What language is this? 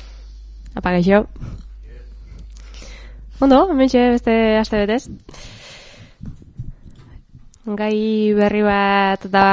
Basque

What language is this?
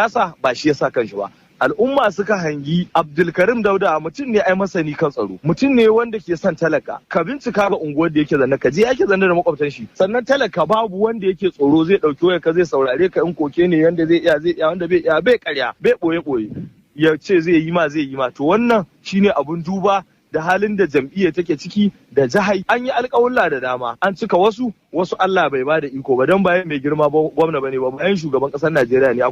Hausa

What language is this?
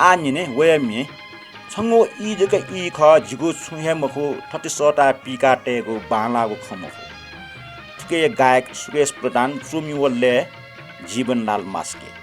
Newari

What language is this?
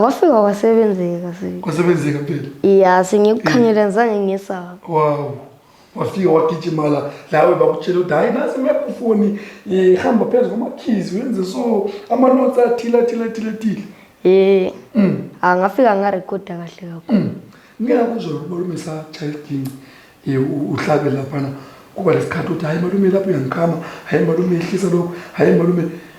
Zulu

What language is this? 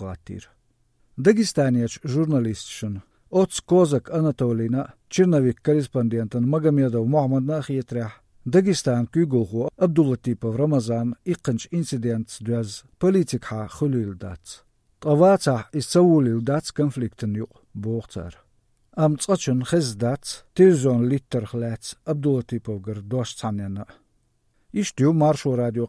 Latvian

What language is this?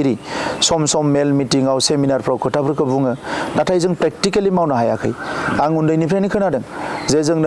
Bodo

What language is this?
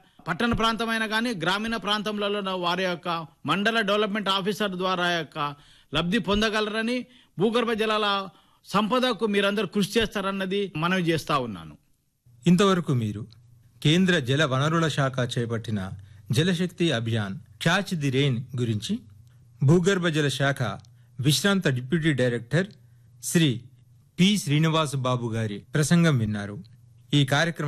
Telugu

